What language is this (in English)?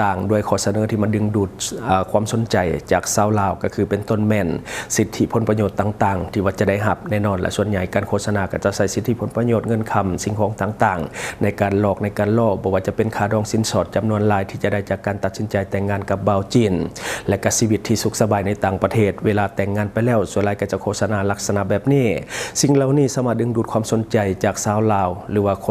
Lao